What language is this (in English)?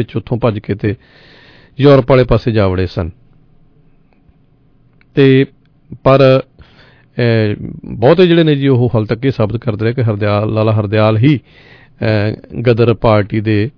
Punjabi